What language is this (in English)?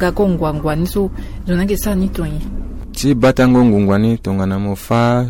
Sango